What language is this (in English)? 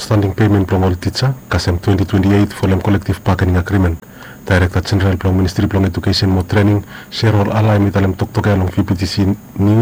Bislama